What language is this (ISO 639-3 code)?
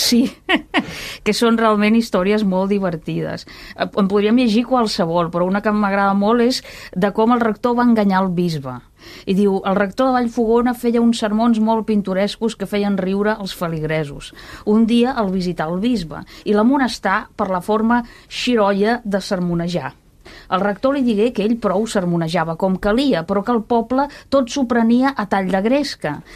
cat